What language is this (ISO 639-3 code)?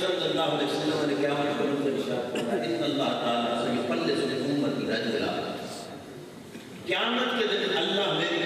urd